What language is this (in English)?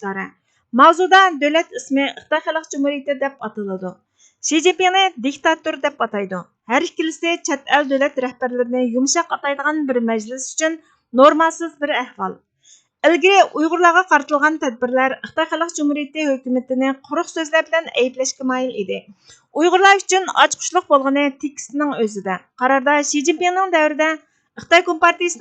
Uyghur